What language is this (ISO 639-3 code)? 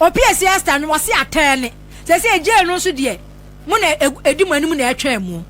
aka